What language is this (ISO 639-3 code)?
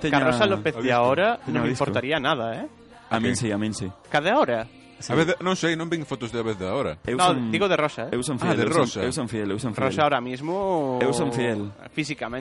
glg